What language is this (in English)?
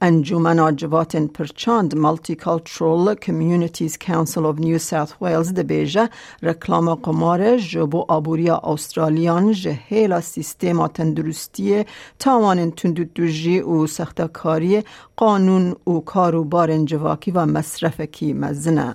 Kurdish